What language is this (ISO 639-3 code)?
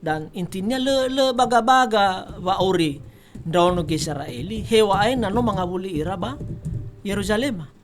nia